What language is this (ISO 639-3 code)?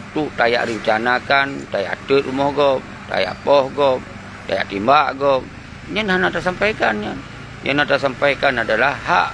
ace